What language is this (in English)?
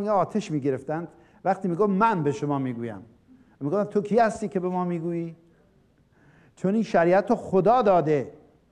Persian